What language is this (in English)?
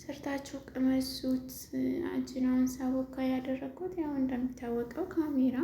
Amharic